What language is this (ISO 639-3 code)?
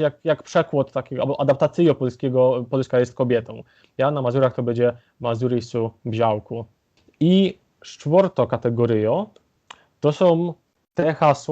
szl